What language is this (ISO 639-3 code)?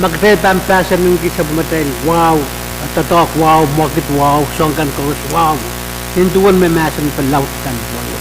pon